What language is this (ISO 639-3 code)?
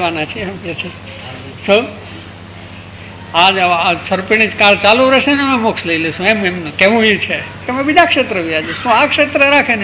guj